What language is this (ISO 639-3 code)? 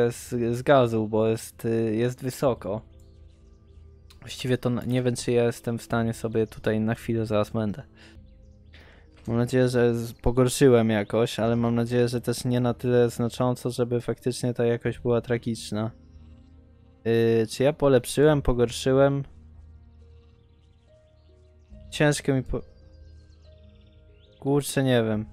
pol